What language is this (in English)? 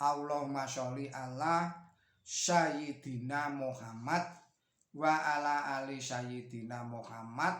Javanese